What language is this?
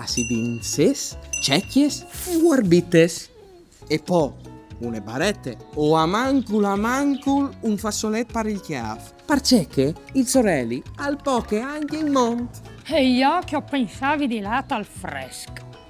Friulian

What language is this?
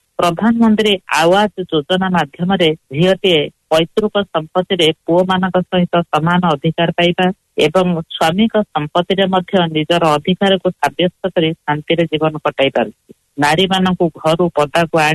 Odia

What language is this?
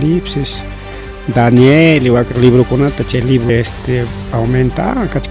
Ayacucho Quechua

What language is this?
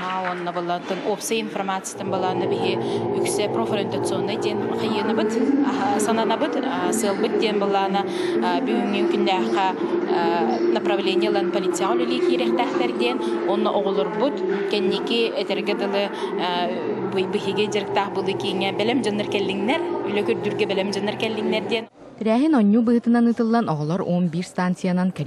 Yakut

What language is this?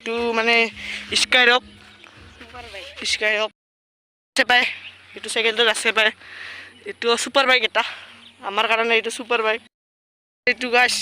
Assamese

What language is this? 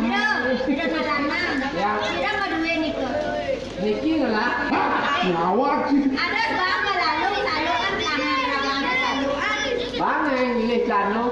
Balinese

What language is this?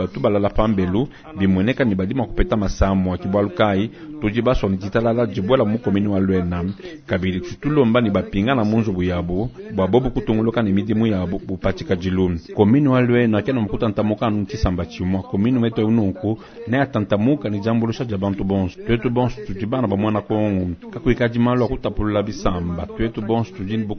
Luba-Lulua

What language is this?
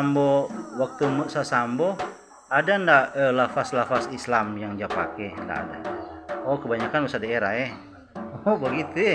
Manado Malay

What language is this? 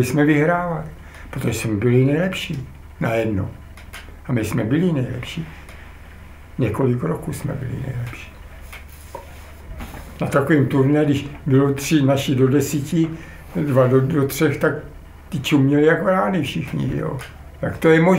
Czech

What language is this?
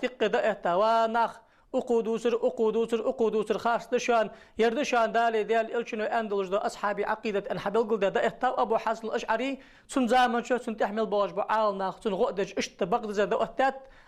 Ingush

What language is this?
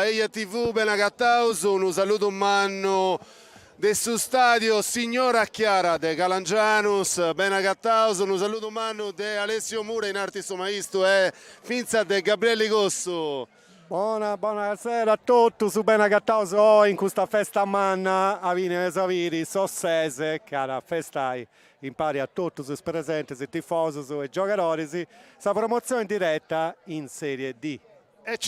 Sardinian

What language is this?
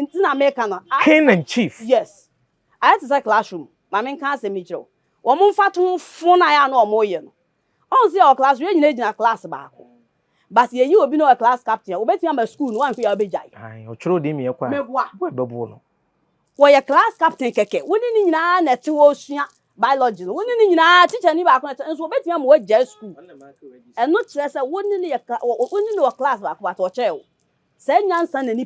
Akan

